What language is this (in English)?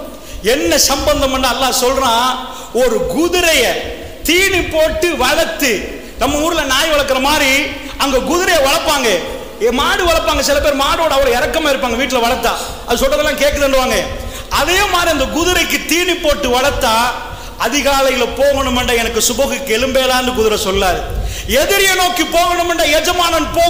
Tamil